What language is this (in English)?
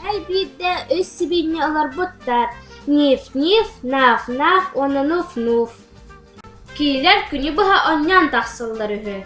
Yakut